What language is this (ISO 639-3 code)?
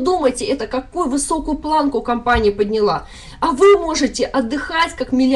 rus